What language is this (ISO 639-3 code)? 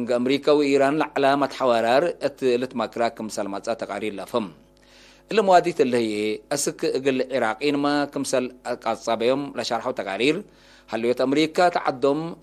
tig